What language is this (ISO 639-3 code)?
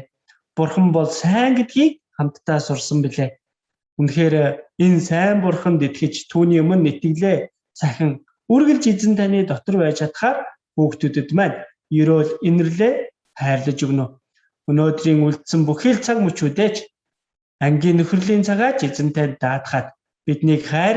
mon